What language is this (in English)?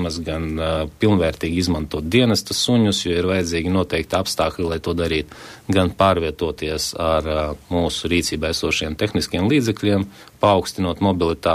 Latvian